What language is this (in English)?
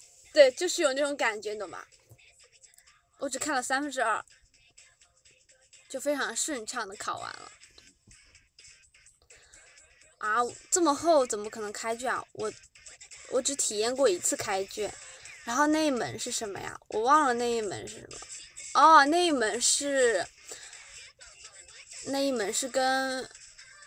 Chinese